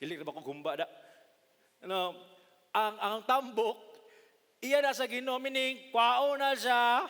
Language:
Cebuano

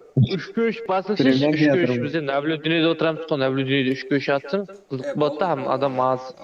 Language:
Kara-Kalpak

